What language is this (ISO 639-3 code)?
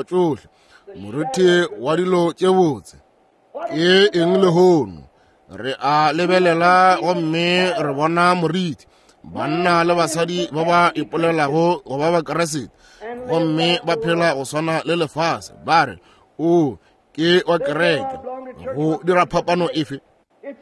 nso